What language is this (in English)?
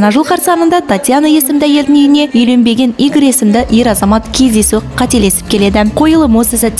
Kazakh